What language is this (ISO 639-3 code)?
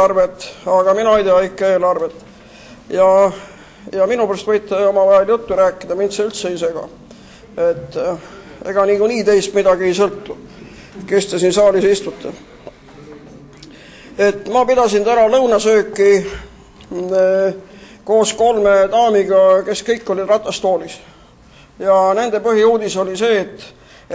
est